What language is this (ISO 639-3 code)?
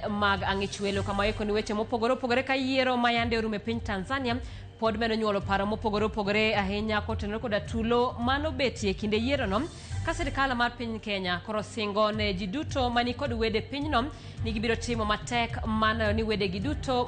luo